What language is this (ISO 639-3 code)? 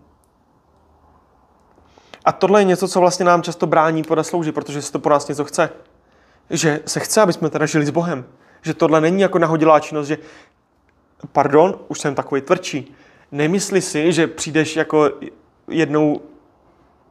ces